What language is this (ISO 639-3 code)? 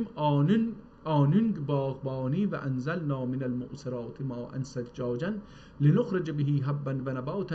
azb